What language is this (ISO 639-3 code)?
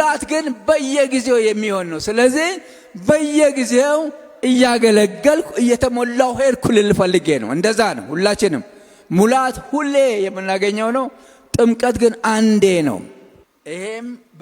amh